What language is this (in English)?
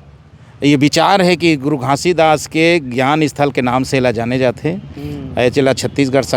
Chhattisgarhi